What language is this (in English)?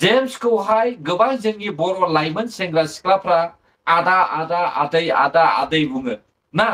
Bodo